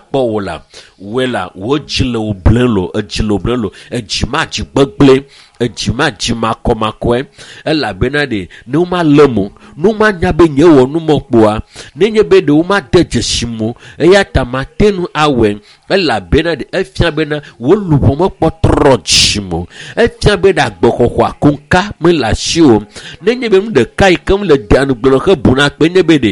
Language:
Ewe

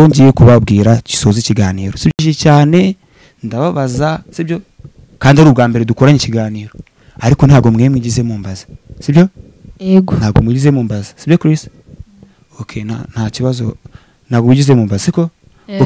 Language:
Kinyarwanda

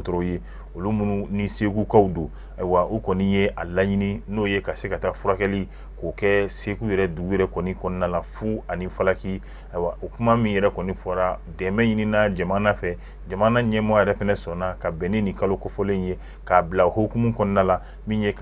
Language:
Bambara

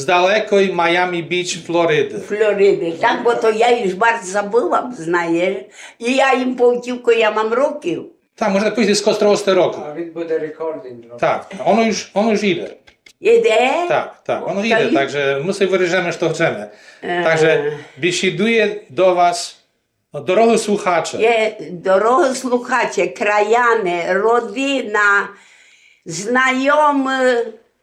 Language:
Rusyn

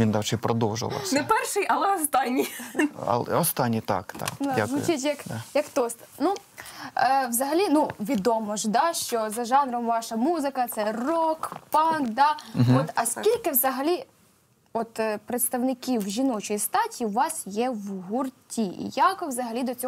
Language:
Ukrainian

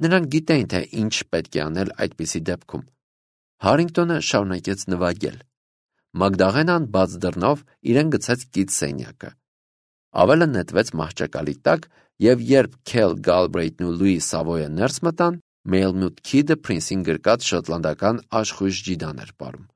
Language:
Armenian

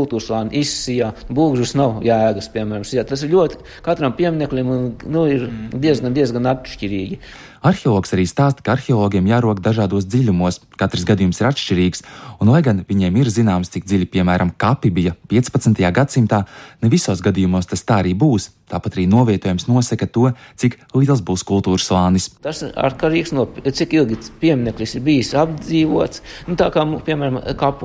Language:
Latvian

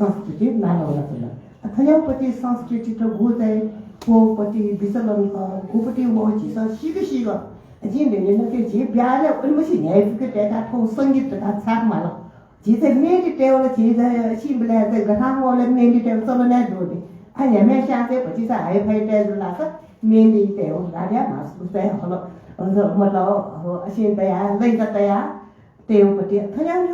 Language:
Newari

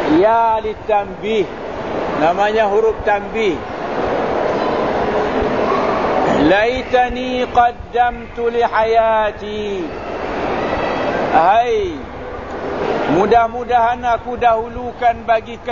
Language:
Malay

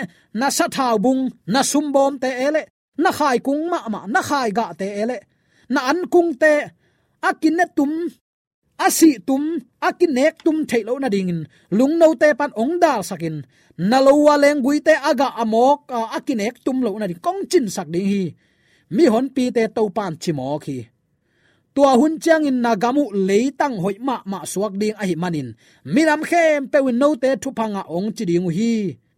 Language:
Tedim Chin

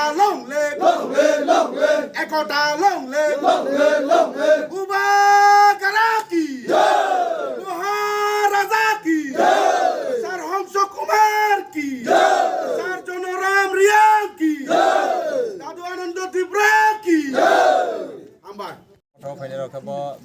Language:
Kok Borok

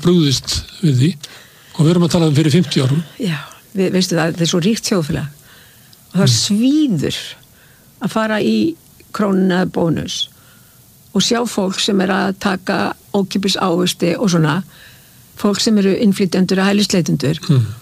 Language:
Icelandic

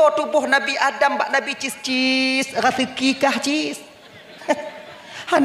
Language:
Achinese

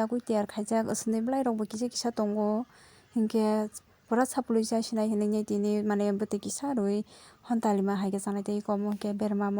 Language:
Kok Borok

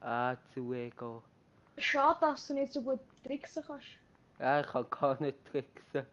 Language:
Swiss German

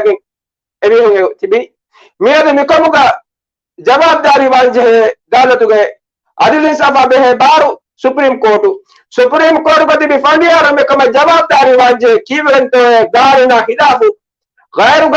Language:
Divehi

